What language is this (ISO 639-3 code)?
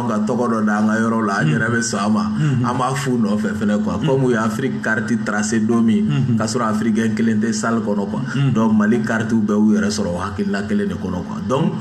bam